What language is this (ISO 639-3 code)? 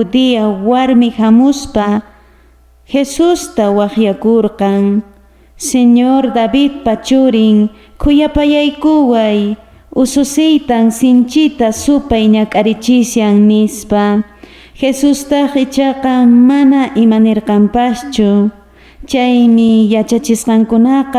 que